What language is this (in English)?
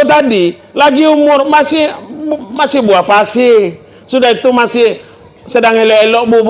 Minangkabau